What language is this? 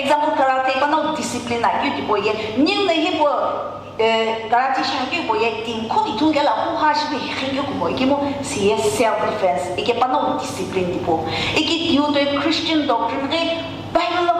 Sumi Naga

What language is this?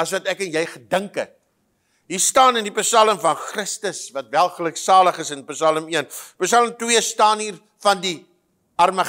Afrikaans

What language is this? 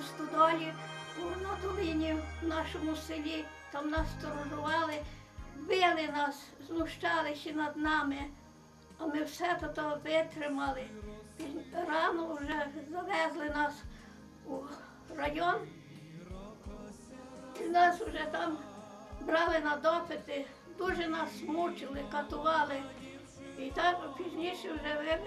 Ukrainian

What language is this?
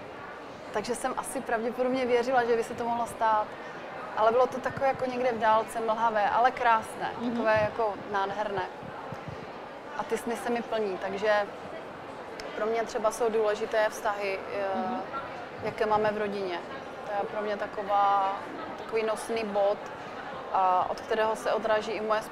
Czech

